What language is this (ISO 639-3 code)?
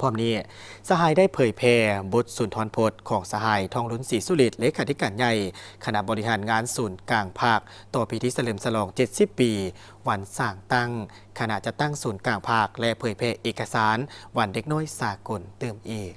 lao